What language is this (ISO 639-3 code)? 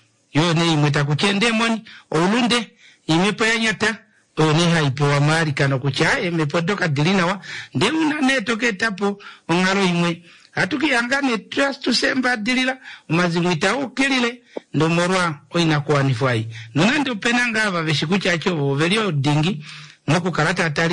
kua